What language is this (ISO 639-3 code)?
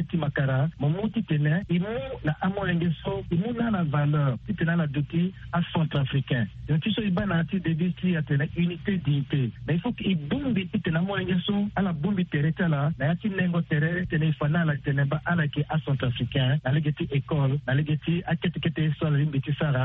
sag